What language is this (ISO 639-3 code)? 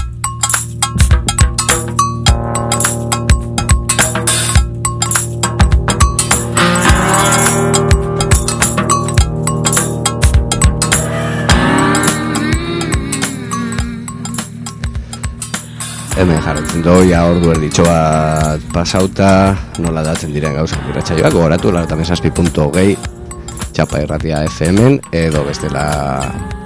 eus